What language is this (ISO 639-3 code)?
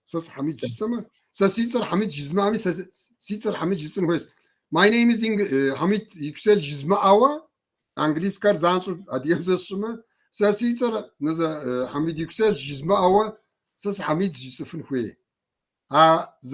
kbd